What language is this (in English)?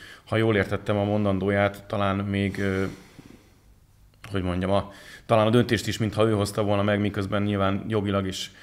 Hungarian